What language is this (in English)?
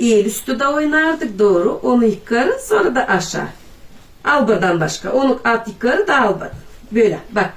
Gagauz